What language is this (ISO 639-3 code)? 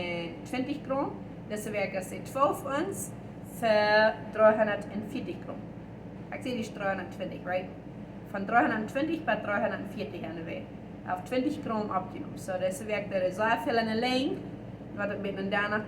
pdt